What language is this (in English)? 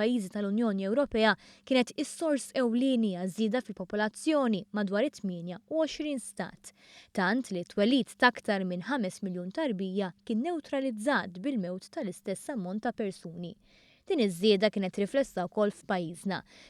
Maltese